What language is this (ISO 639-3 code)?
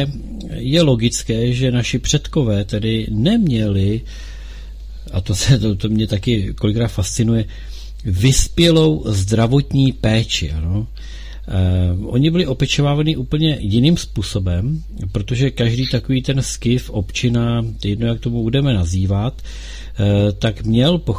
ces